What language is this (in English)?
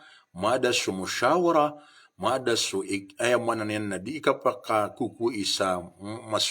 Maranao